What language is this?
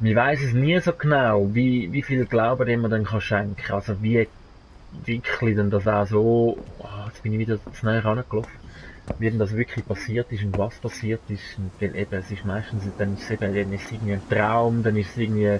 Swiss German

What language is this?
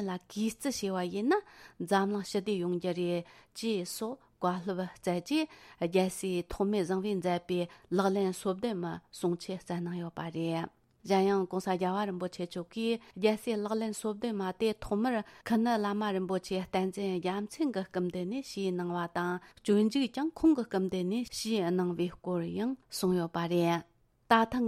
Tibetan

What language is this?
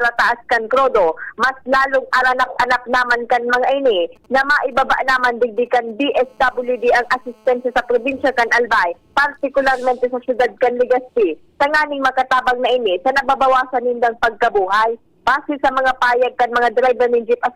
Bikol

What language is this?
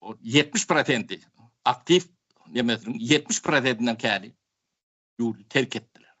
Turkmen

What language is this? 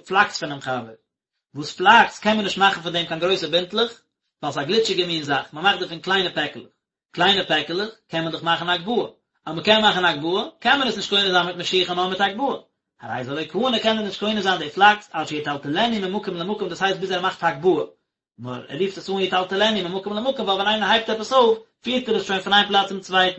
Yiddish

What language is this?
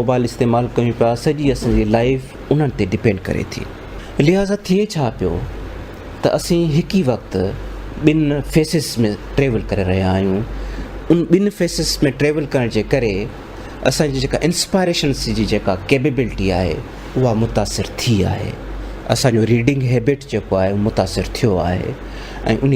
Sindhi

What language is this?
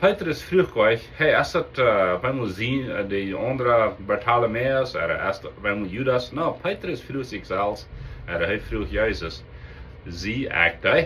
Plautdietsch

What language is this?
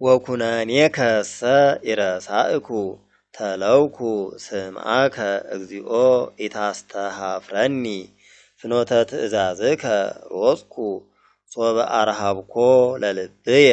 Geez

